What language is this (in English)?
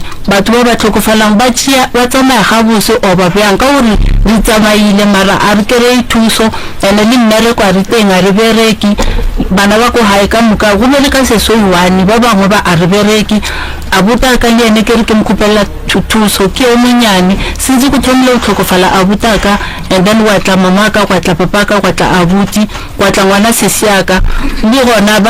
Northern Sotho